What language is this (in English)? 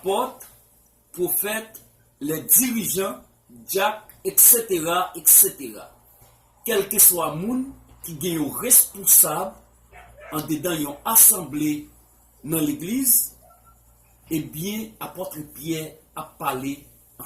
Haitian Creole